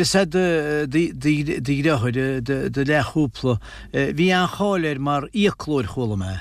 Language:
Irish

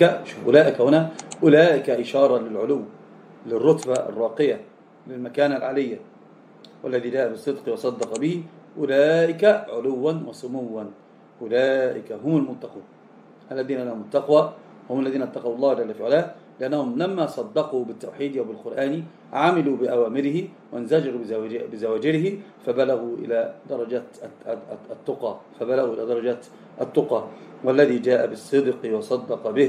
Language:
Arabic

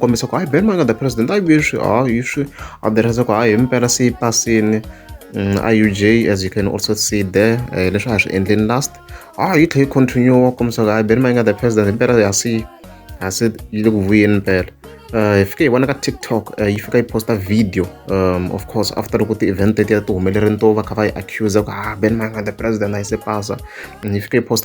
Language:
Tsonga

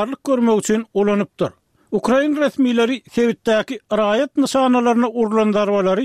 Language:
Turkmen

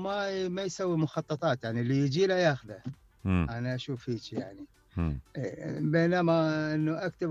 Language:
Mesopotamian Arabic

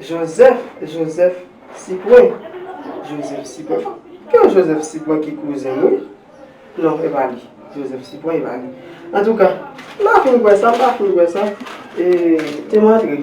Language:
Haitian Creole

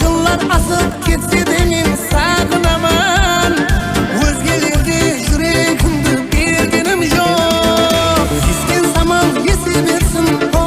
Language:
Kara-Kalpak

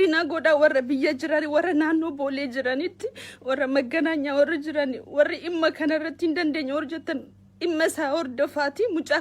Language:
Oromo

